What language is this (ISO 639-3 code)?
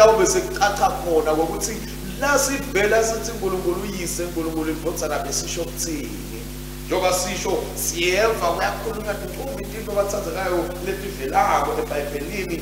ssw